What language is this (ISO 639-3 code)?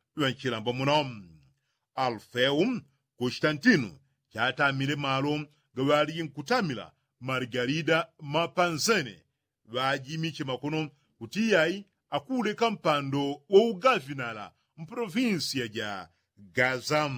yao